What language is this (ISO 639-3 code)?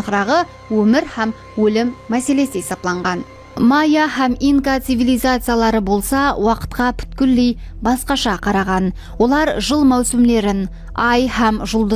kaa